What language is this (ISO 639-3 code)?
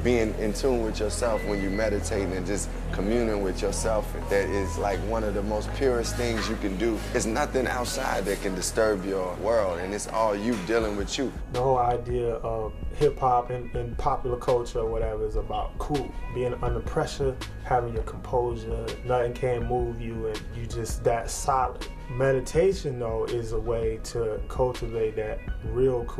eng